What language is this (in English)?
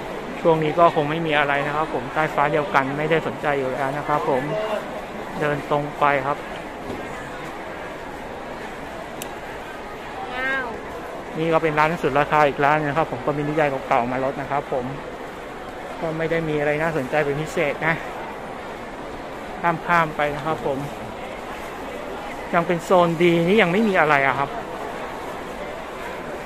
Thai